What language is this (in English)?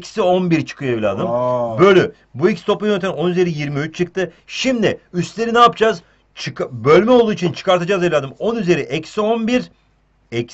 Turkish